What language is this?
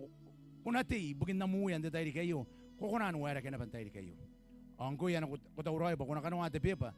Gilbertese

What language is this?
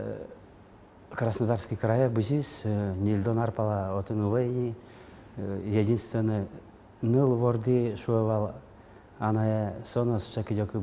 Udmurt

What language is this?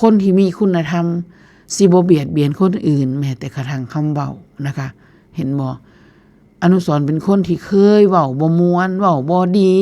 Northeastern Thai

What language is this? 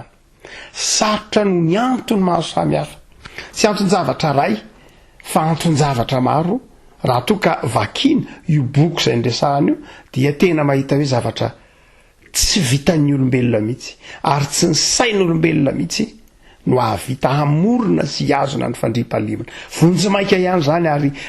Malagasy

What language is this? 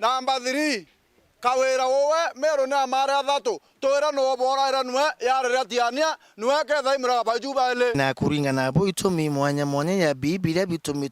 Meru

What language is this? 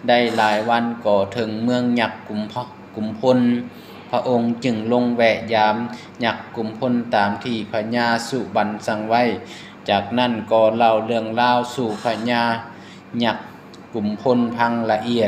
Lao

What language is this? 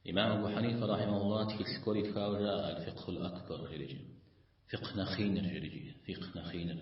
Kabardian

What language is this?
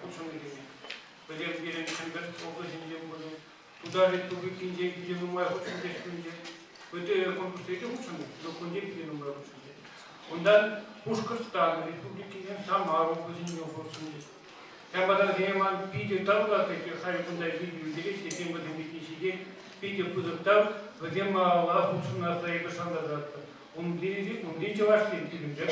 Chuvash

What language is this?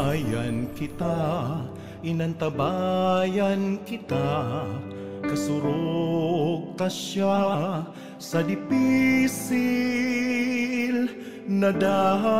Bikol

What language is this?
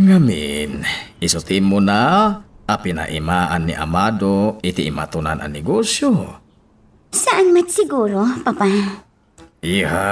Iloko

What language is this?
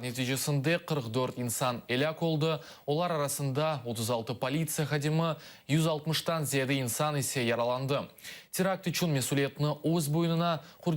Crimean Tatar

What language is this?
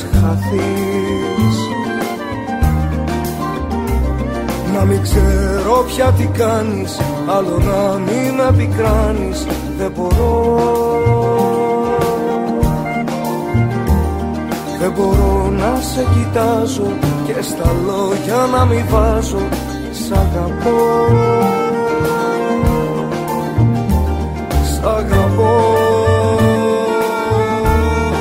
Greek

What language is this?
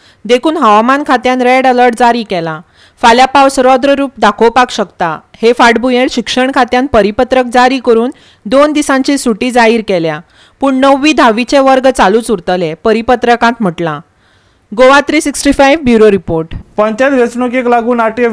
Konkani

